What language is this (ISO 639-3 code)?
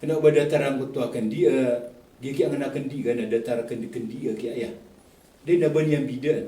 mrw